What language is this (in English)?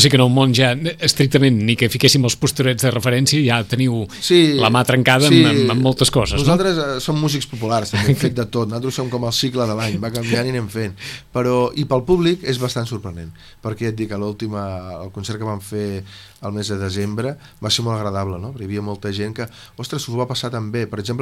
Catalan